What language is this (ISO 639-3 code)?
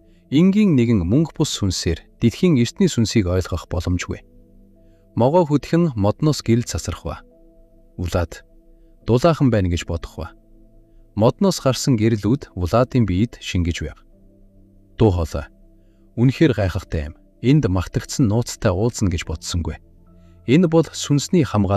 mon